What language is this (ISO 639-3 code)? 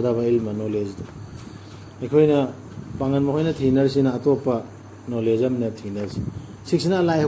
mni